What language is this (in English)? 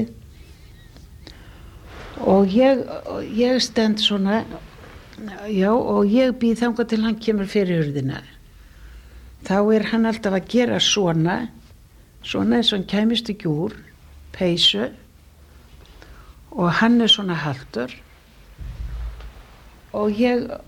Icelandic